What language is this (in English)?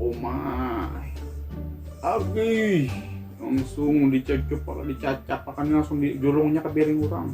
Banjar